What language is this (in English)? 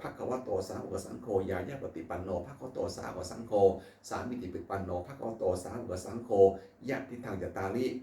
Pali